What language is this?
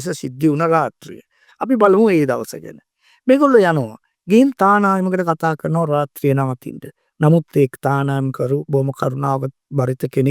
Sinhala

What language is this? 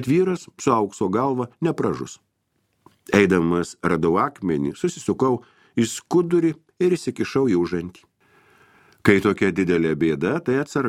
Lithuanian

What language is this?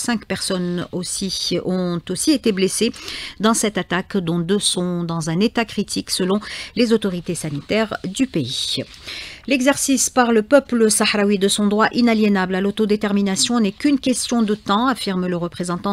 French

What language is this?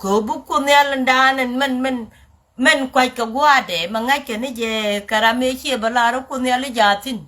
Nuer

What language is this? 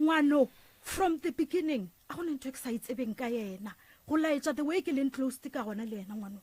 Northern Sotho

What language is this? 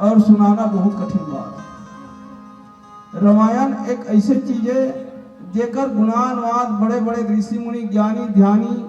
Chhattisgarhi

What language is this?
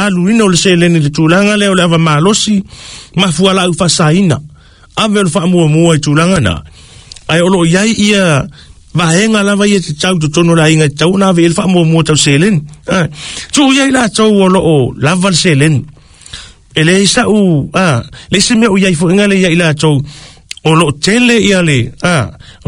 Samoan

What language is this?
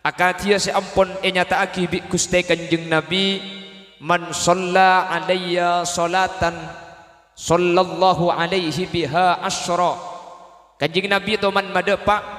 Madurese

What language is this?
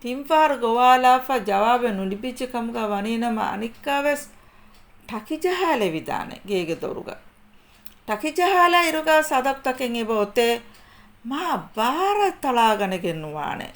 Divehi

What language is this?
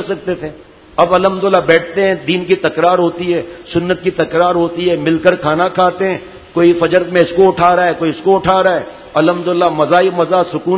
Urdu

